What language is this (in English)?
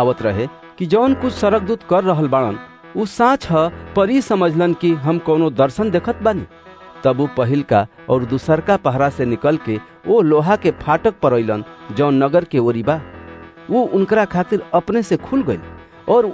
Bhojpuri